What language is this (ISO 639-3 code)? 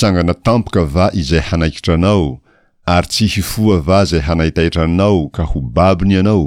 mlg